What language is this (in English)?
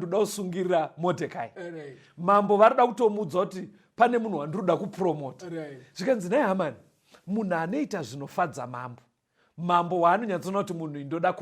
Shona